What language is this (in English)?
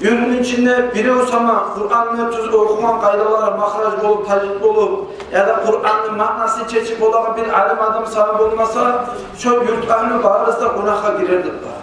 Kumyk